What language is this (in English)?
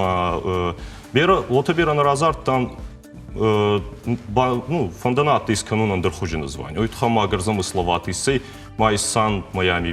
Ossetic